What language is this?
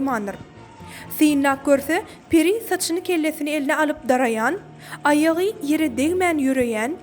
Turkmen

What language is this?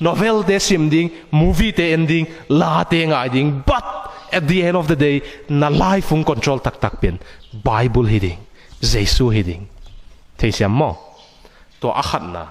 Tedim Chin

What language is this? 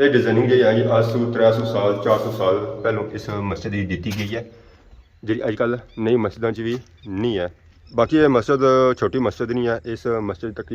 Pahari-Potwari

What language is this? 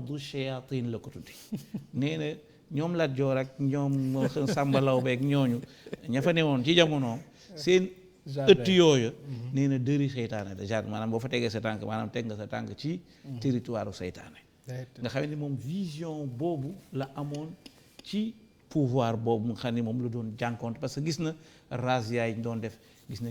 Wolof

